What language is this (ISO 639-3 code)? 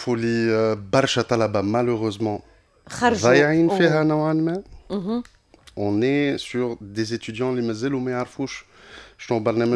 aeb